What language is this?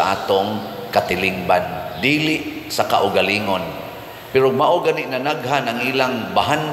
Cebuano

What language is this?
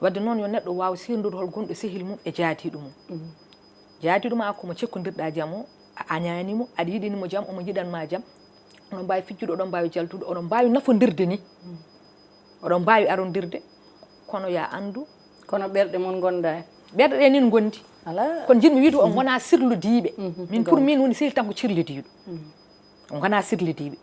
Fula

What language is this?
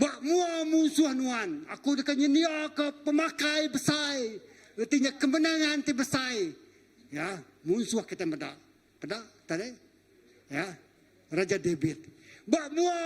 Iban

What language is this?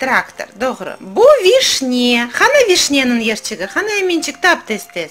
Crimean Tatar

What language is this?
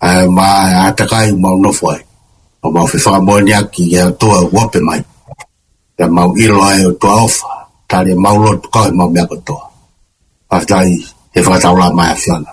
Tongan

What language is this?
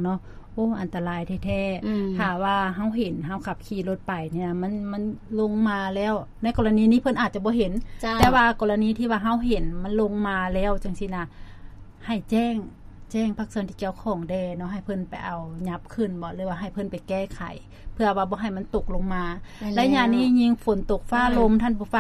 Lao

